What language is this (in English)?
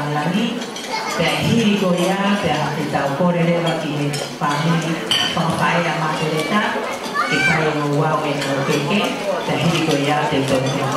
Tongan